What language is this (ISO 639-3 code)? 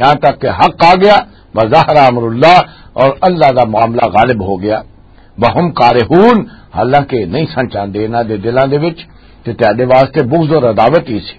lah